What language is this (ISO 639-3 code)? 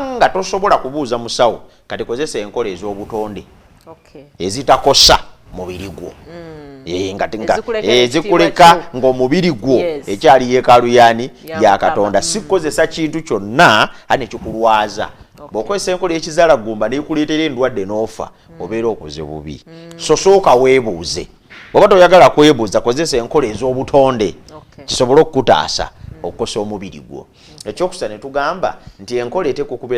lug